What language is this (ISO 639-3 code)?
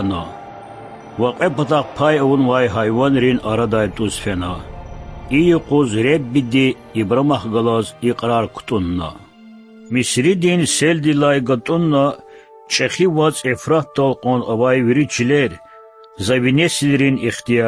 lez